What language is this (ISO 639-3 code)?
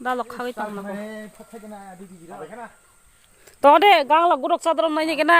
trp